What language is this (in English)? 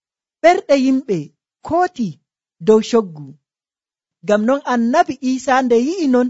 Nigerian Fulfulde